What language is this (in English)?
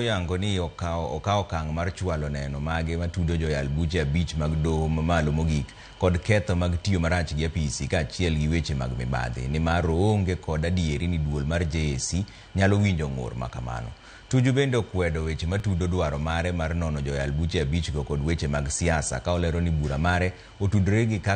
Luo (Kenya and Tanzania)